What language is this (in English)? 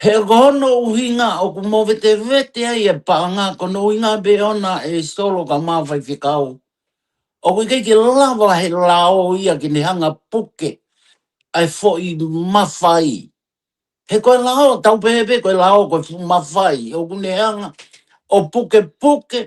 Tongan